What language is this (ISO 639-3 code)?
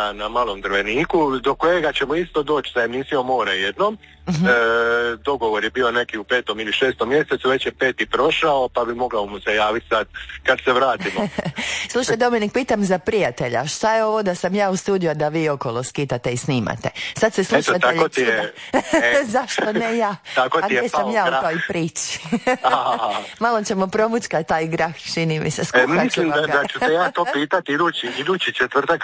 hrv